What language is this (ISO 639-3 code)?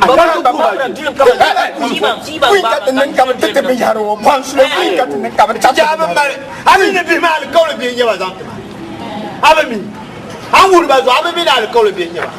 dag